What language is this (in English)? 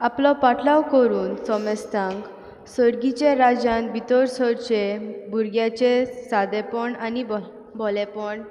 Konkani